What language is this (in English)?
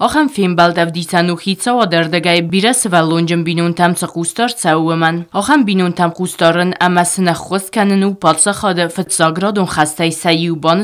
Ossetic